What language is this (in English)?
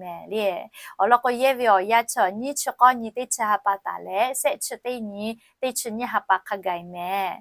Lahu